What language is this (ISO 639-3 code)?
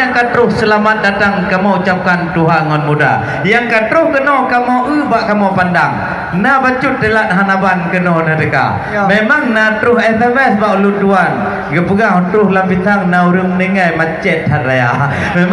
ace